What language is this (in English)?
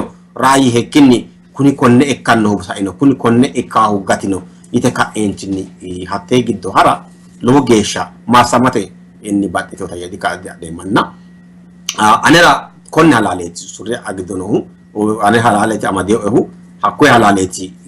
Sidamo